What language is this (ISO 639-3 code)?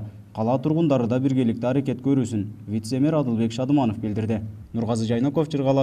kir